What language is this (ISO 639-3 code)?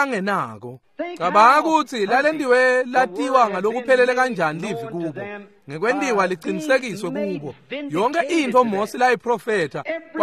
ssw